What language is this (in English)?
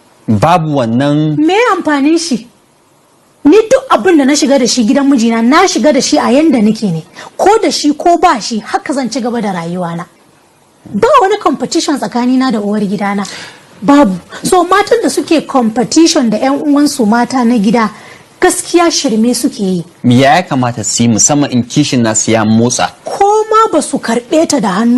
Hausa